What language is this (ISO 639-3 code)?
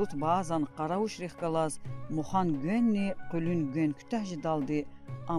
lez